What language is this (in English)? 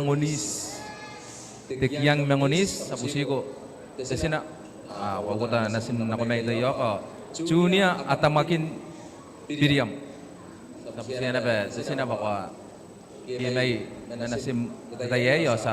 Gilbertese